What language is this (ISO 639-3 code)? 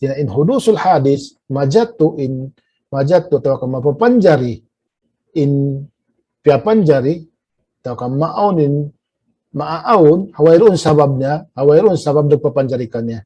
tsg